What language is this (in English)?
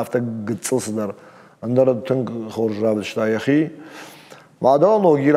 Ossetic